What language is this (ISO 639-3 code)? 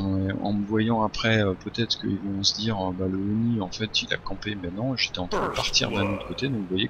fra